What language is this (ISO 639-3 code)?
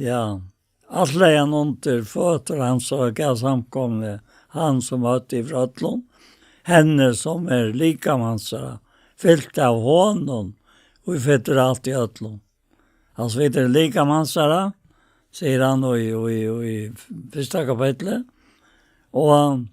fao